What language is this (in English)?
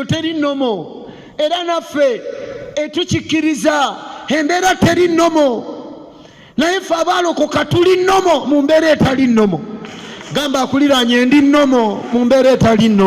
Ganda